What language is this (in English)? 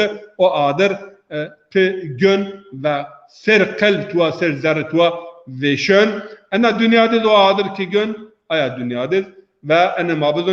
Zaza